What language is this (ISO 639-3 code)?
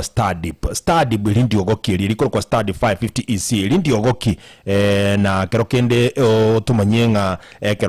guz